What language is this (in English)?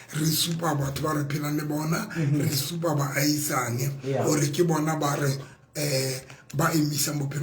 Southern Sotho